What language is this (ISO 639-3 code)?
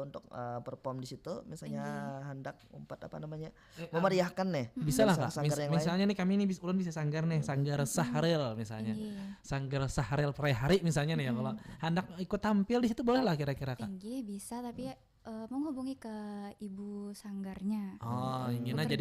bjn